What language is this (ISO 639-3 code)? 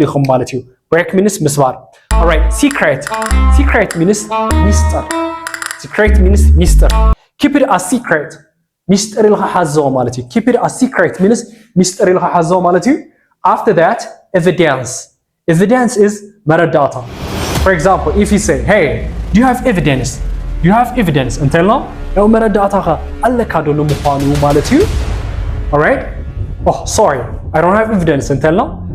tir